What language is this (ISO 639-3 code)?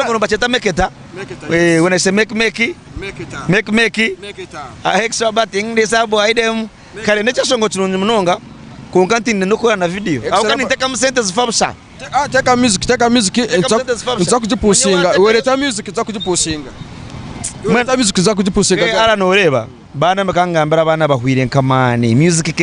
nyn